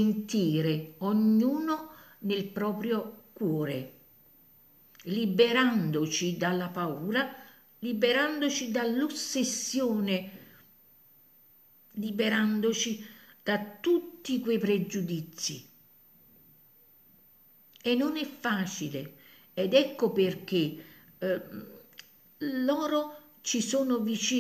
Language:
Italian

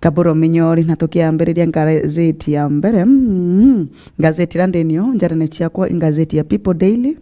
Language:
Meru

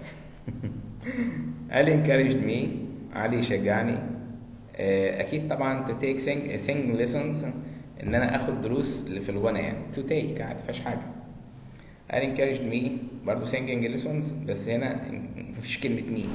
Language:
Egyptian Arabic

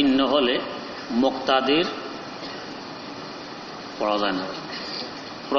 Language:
Bangla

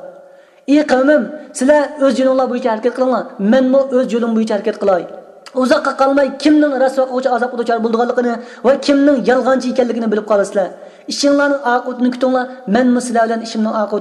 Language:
Uyghur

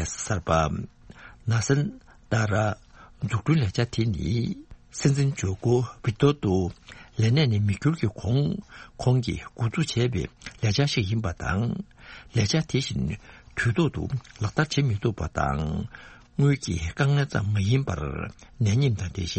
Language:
Tibetan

